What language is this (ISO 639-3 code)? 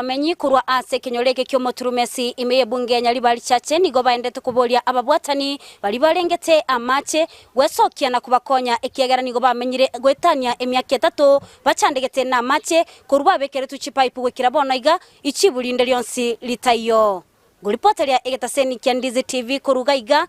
guz